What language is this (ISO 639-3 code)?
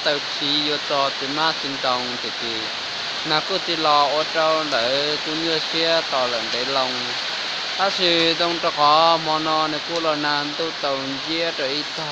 hmn